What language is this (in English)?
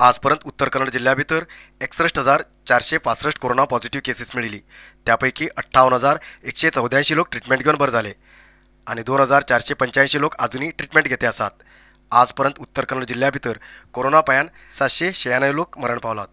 Konkani